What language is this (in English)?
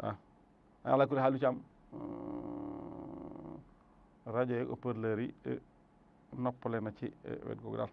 Wolof